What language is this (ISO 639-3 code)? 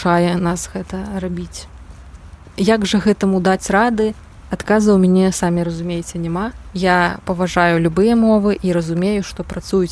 bel